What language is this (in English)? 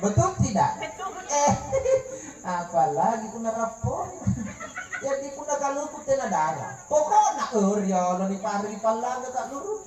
Makasar